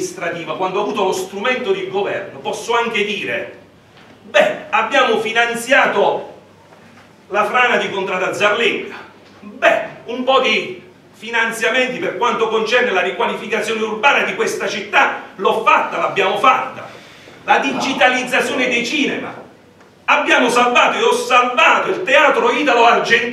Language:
Italian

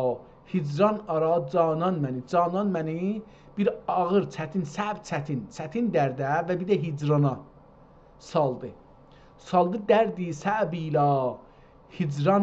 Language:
South Azerbaijani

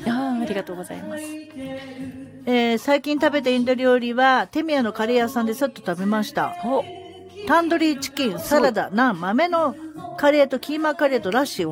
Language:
Japanese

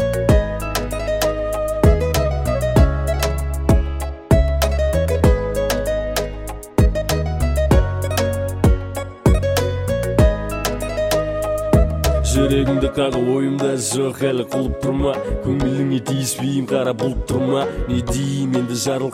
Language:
Kazakh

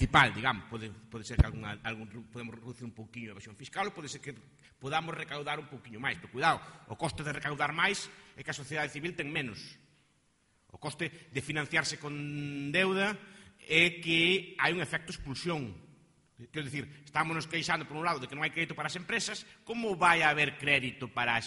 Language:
Galician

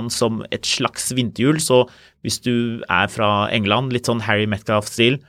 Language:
Norwegian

